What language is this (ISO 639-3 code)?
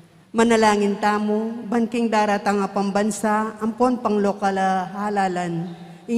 pam